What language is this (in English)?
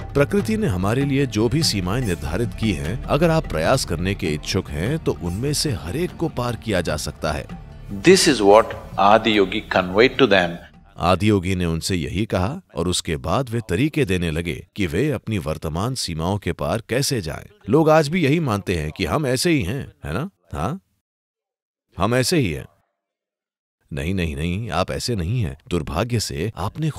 Hindi